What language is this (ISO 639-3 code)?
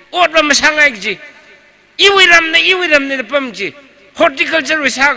nmf